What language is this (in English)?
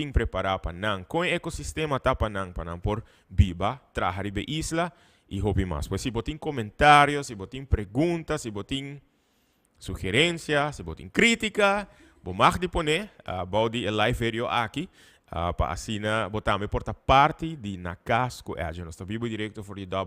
Papiamento